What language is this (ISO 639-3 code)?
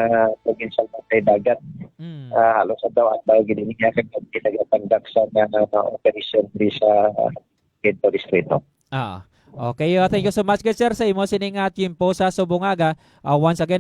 hil